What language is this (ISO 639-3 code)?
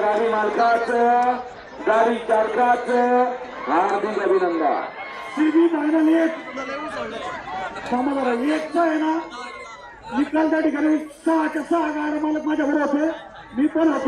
mar